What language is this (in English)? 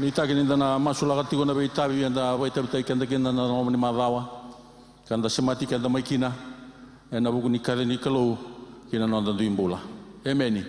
Fijian